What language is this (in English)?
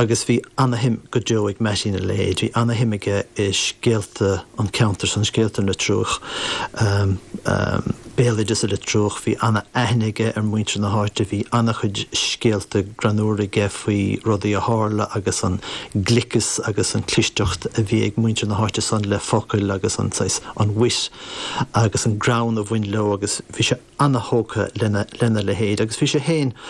Irish